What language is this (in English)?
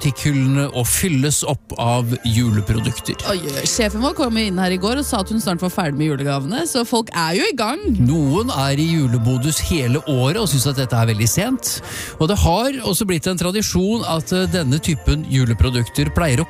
Norwegian